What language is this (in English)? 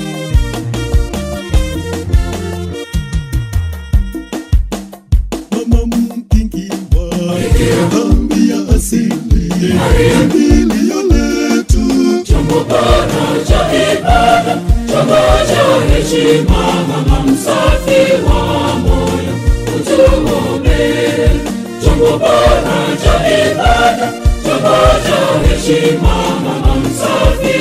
Swahili